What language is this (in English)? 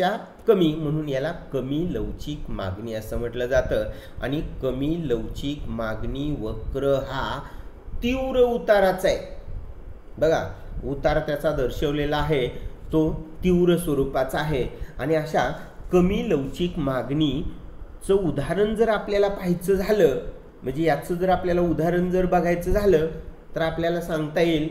Marathi